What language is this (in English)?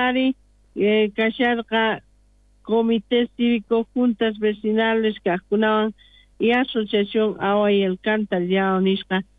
South Bolivian Quechua